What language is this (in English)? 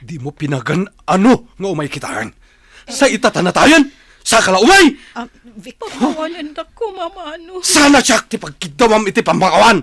Iloko